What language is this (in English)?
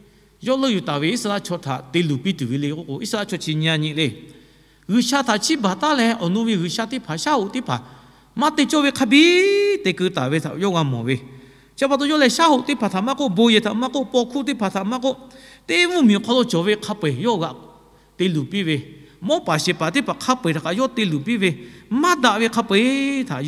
Lahu